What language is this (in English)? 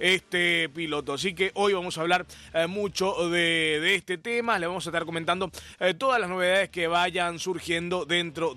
Spanish